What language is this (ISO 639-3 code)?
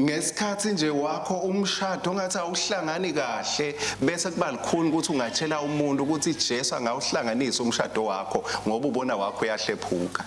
ssw